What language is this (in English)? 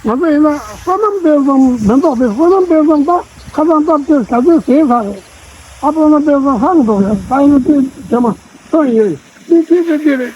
Tibetan